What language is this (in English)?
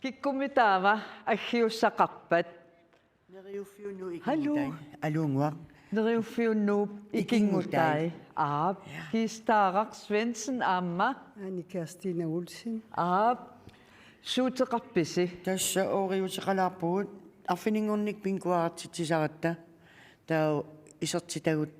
Kalaallisut